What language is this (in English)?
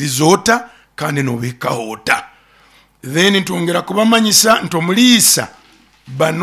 Nyoro